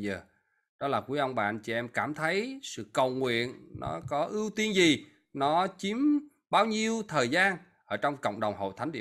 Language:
Vietnamese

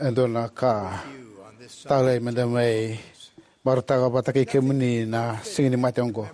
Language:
Fijian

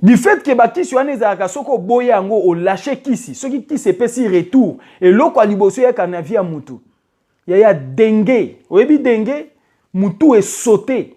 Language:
Lingala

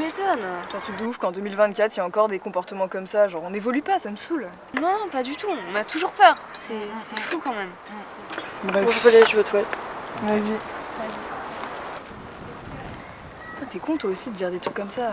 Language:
French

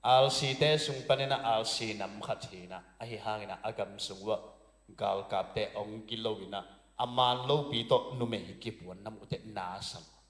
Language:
Tedim Chin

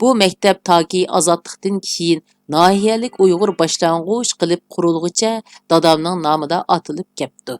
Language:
Uyghur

